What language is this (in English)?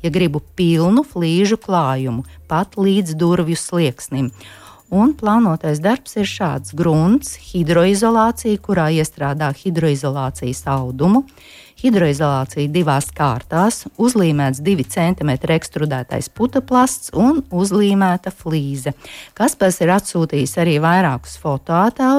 Latvian